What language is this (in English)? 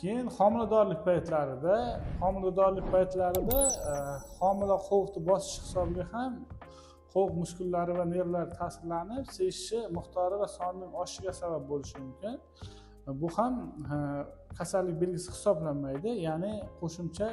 Uzbek